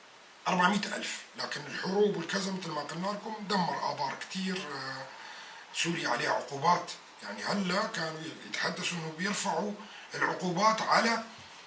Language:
North Levantine Arabic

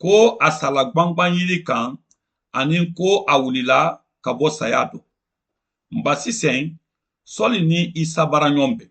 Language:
Mandingo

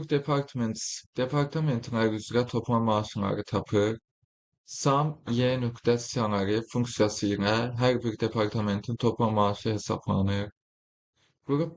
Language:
Azerbaijani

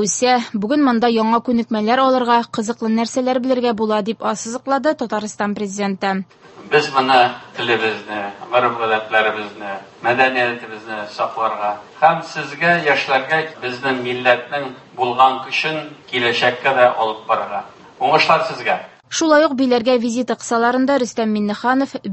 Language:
Tatar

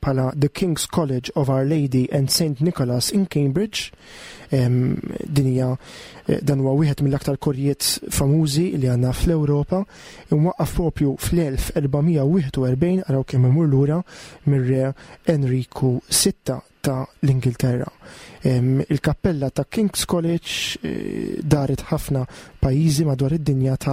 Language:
Maltese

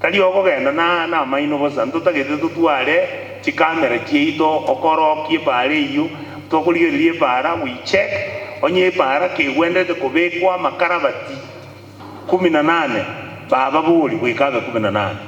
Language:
Gusii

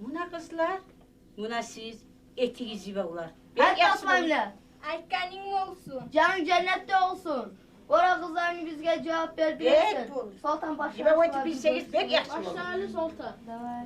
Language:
Kumyk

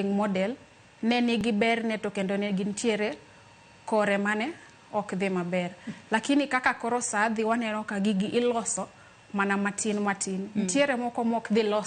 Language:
Luo (Kenya and Tanzania)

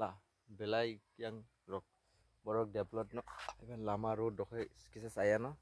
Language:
Kok Borok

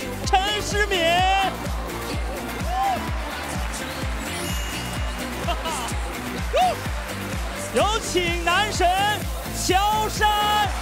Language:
Chinese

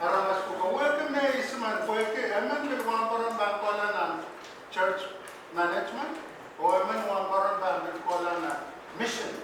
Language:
Pohnpeian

